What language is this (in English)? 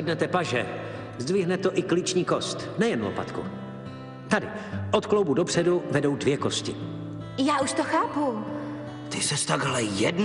Czech